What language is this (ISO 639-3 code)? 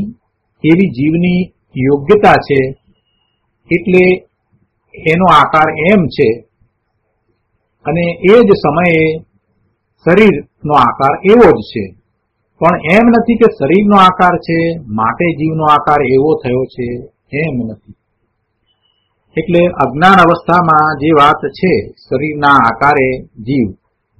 guj